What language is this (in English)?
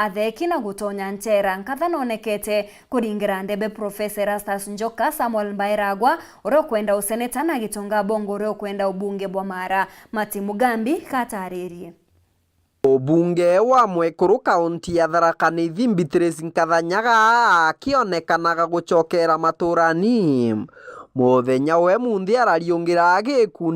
Meru